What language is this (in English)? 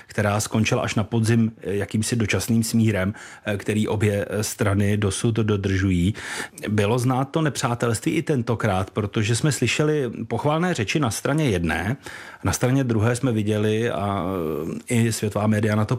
Czech